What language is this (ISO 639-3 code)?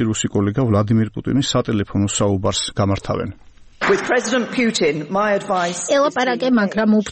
kat